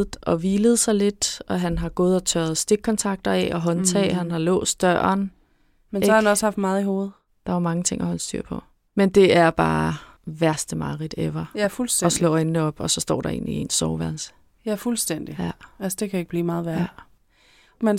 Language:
Danish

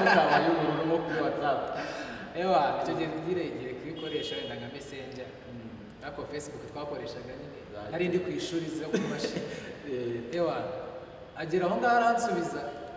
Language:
Kinyarwanda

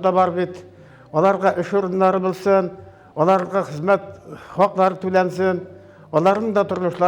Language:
Tatar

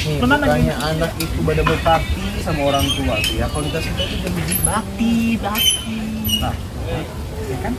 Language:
Betawi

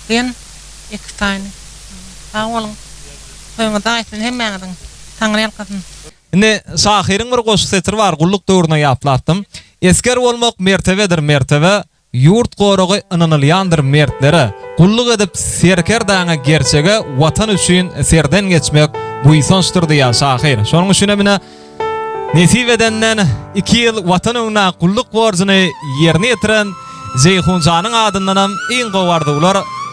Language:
Turkmen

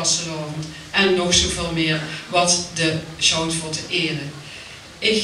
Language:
Limburgish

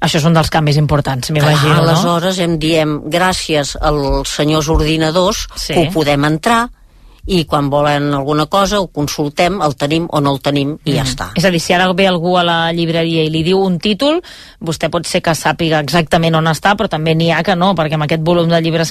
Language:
Catalan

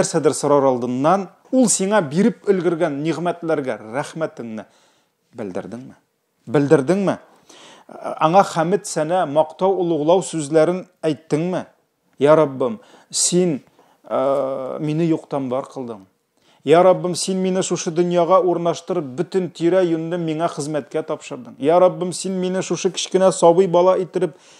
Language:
Tatar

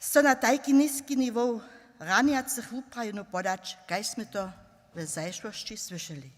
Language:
Upper Sorbian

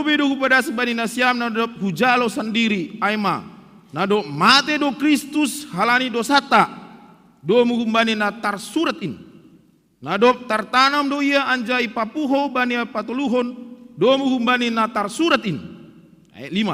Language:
Batak Simalungun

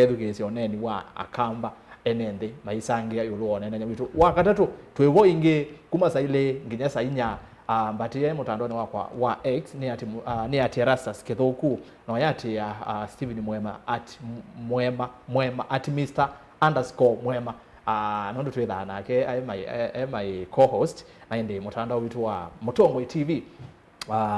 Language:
Kamba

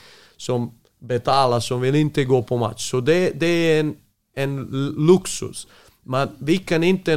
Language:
Swedish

